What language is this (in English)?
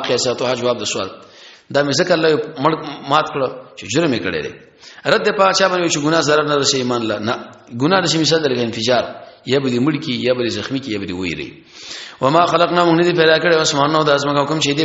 Pashto